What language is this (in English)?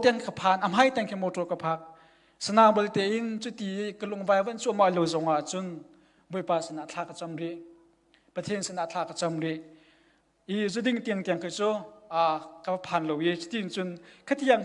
Hakha Chin